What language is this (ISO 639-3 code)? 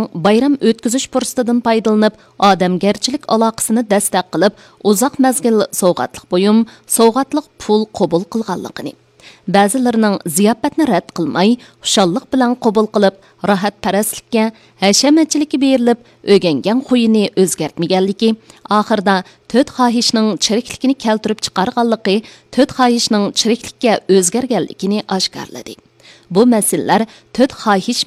uig